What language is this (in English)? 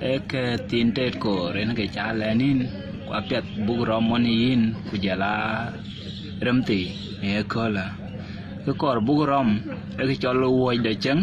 Dinka